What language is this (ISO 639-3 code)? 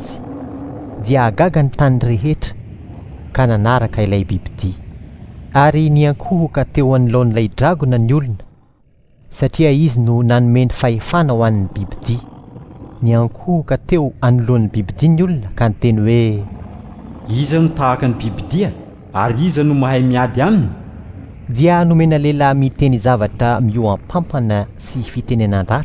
mlg